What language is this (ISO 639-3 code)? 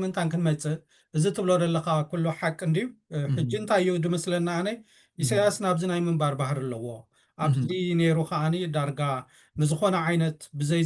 tir